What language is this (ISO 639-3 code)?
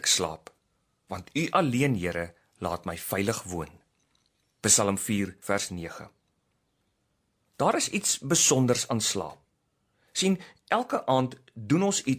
afr